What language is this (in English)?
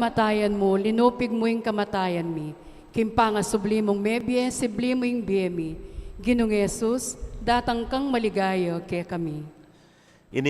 Pampanga